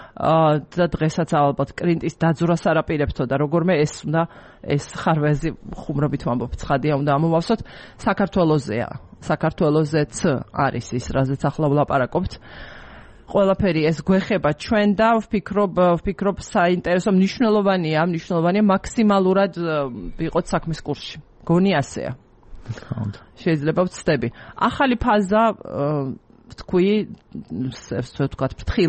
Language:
Georgian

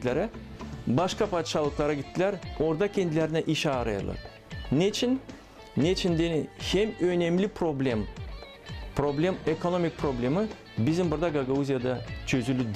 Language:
Gagauz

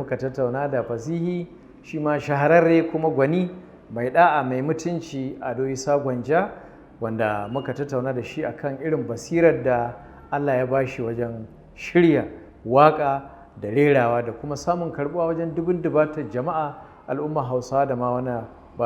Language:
Hausa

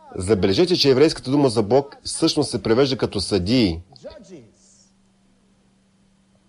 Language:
Bulgarian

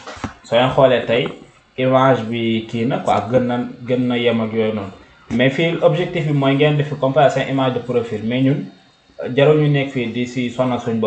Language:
Wolof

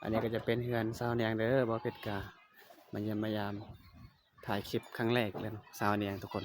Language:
Lao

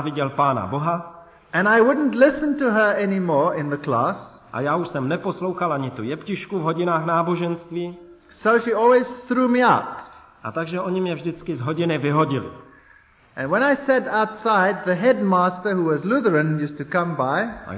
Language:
Czech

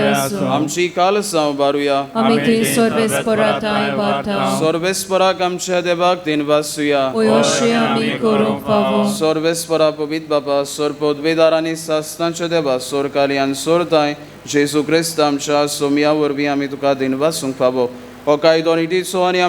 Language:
Konkani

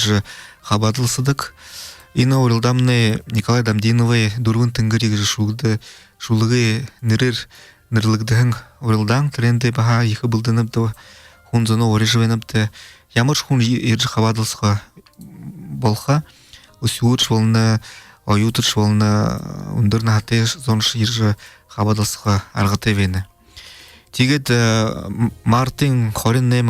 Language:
Buriat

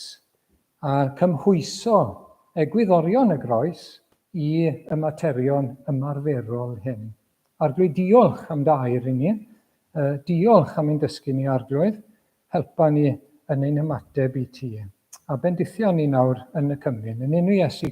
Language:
Welsh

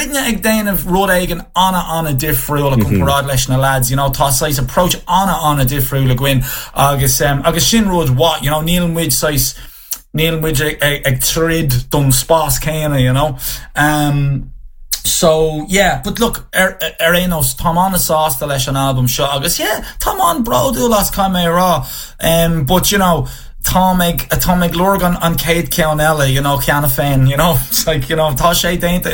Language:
Irish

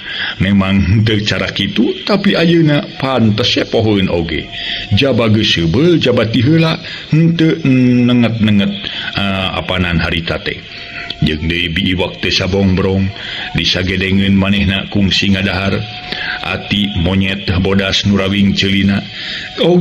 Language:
Sundanese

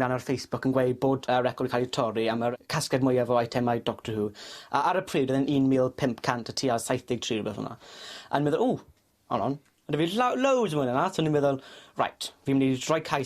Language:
Welsh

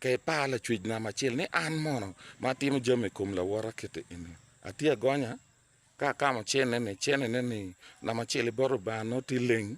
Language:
Acoli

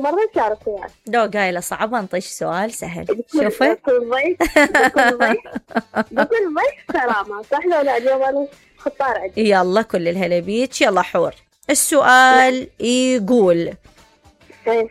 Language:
Mesopotamian Arabic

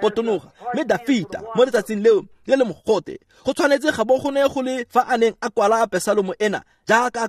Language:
Tswana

